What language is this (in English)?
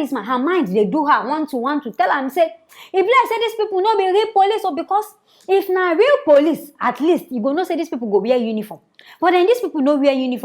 Nigerian Pidgin